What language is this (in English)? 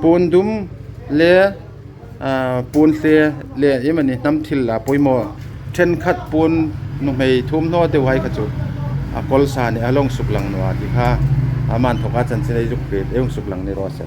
Hmar